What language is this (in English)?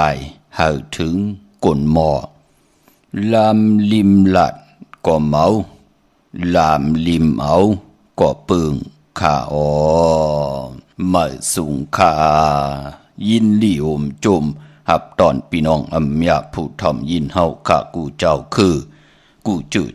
Shan